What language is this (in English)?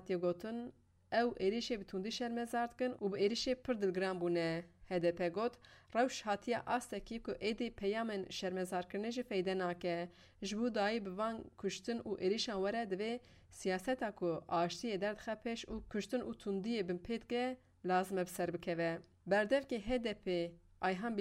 Kurdish